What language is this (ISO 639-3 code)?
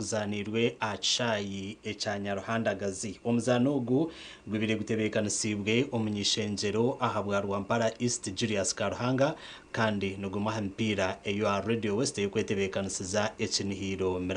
nyn